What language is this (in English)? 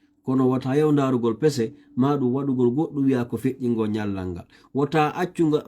Fula